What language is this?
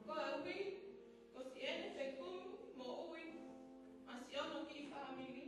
Tongan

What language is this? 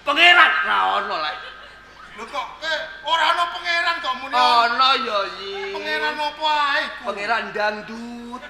Javanese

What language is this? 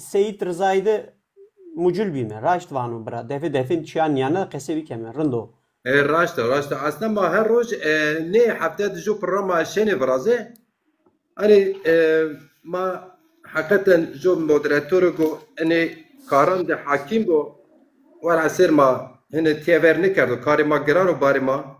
Zaza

